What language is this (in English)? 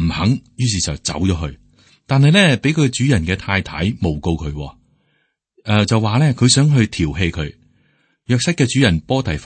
Cantonese